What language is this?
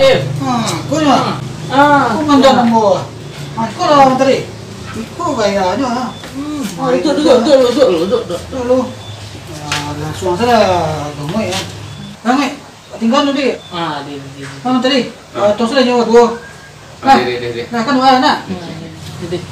Minangkabau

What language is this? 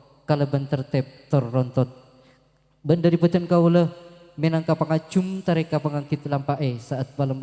Madurese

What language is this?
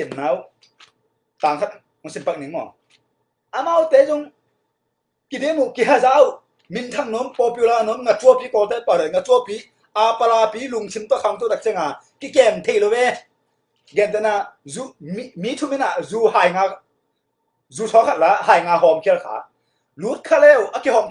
Tedim Chin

